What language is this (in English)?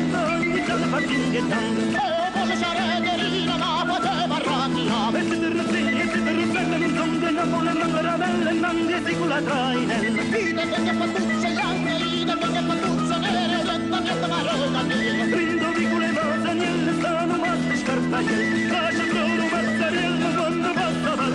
Neapolitan